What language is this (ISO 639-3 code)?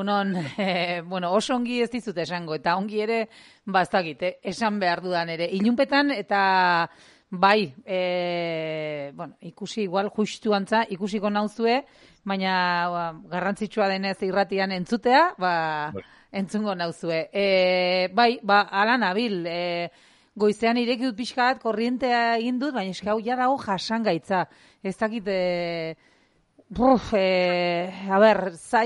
eus